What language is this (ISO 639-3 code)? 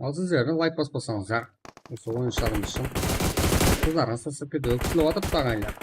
kaa